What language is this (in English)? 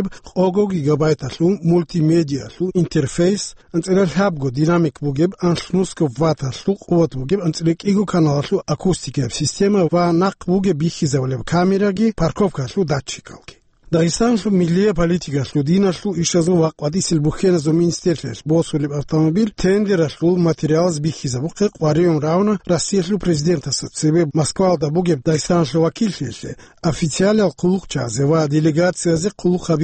Avaric